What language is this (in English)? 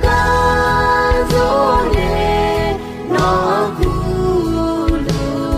Akha